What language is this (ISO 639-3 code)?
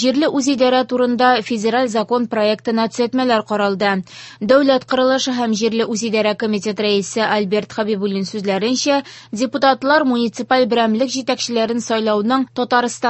tat